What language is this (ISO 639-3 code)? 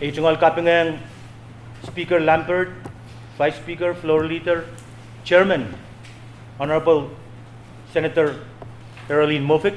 pon